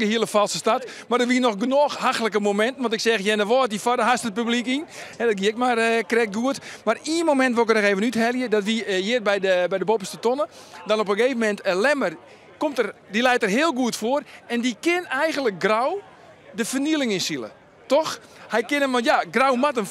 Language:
Western Frisian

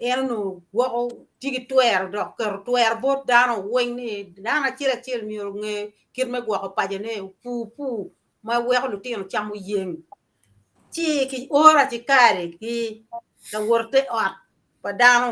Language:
Acoli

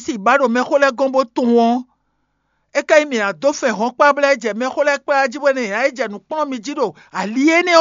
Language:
Fon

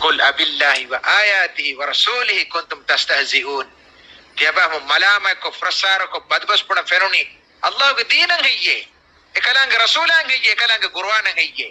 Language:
Divehi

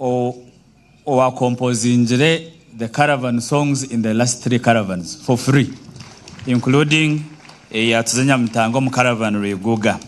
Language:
Nyankole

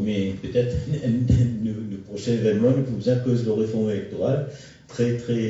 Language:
Morisyen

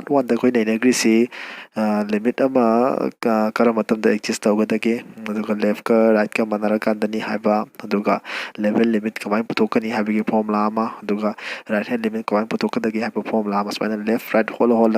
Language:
Manipuri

